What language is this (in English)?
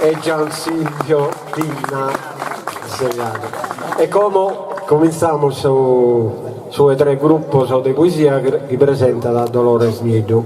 Sardinian